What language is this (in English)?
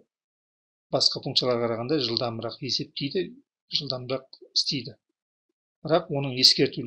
Kazakh